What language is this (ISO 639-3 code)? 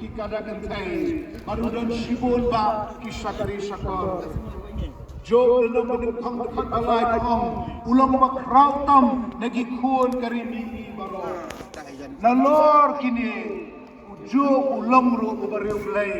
kha